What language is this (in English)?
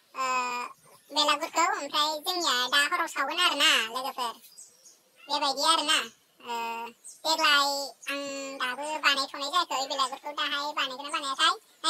Bodo